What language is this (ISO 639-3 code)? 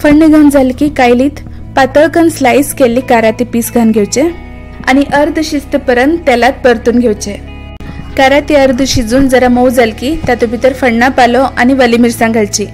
kok